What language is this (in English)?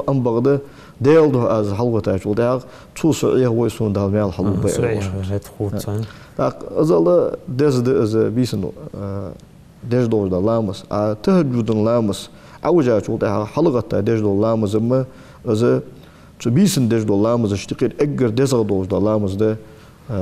Ingush